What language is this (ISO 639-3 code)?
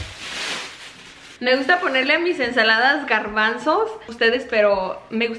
spa